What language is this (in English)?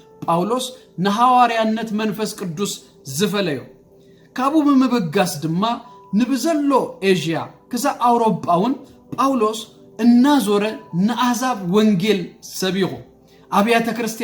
Tigrinya